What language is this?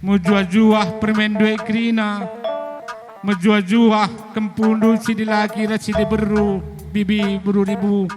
Batak Karo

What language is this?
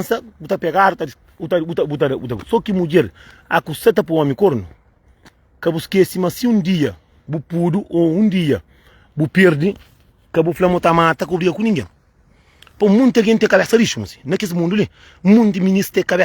Kabuverdianu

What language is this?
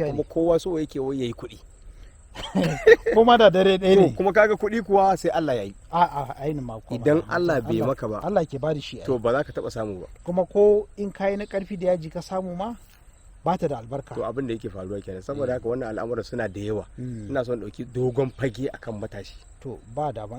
Hausa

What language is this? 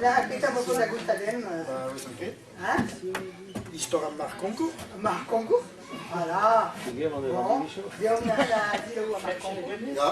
Breton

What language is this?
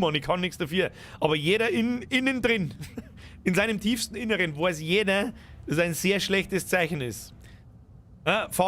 Bavarian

